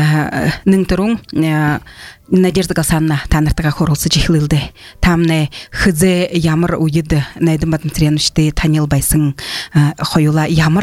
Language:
Buriat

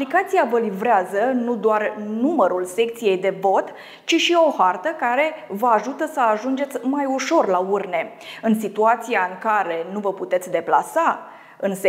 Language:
Romanian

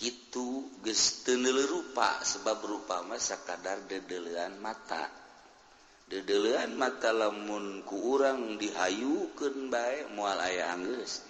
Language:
Sundanese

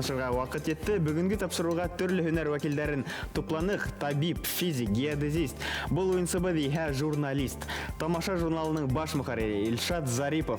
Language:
Bashkir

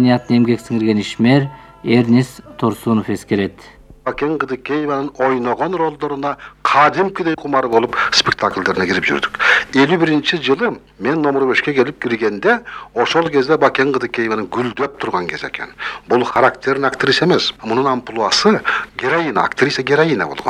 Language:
Kyrgyz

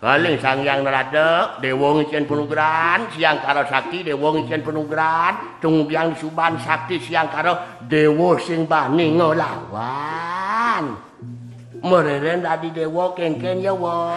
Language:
Balinese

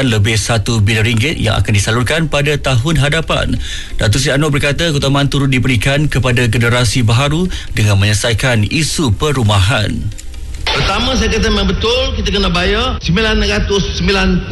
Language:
Malay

